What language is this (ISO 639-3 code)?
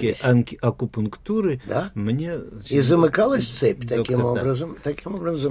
rus